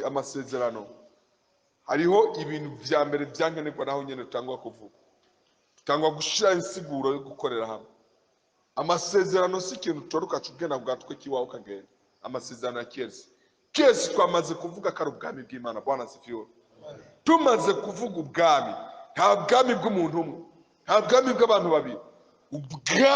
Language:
Rundi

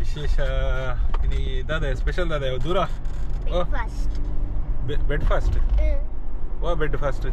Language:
Tulu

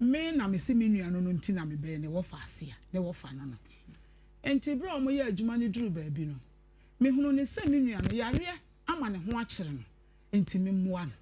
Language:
Akan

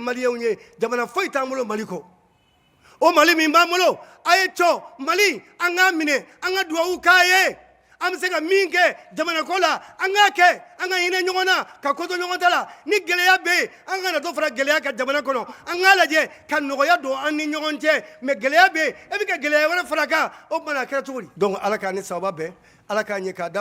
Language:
Bambara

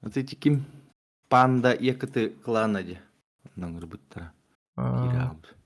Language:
Yakut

